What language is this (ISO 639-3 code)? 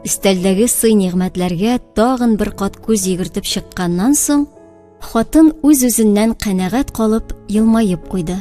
tat